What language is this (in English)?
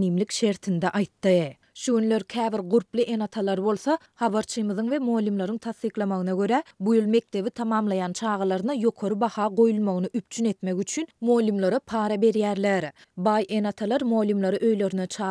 Turkmen